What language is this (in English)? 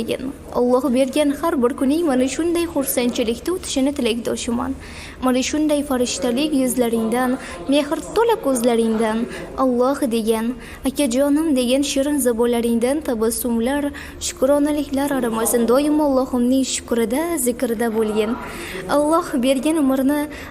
Uzbek